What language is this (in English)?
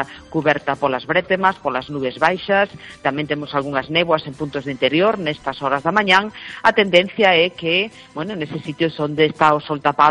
Galician